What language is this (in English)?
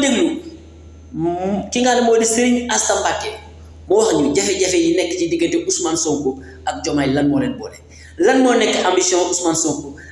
Wolof